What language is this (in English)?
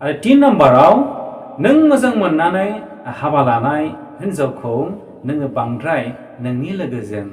Bodo